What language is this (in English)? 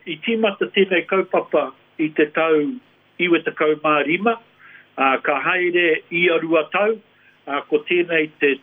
Māori